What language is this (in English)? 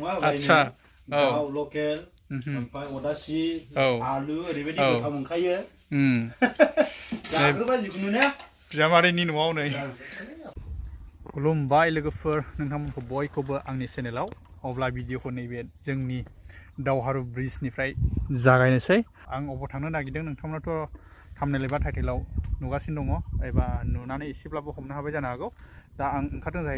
Bodo